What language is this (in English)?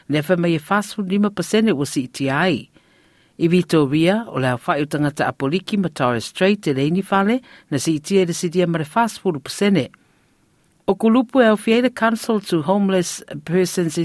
Samoan